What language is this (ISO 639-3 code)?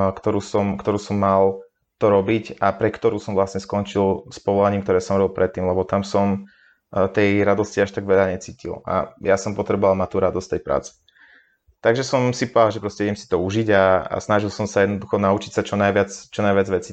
slk